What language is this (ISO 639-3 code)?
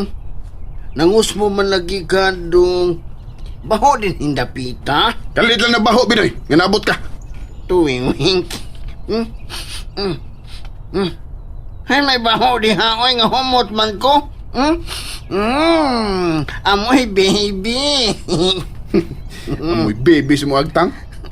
ceb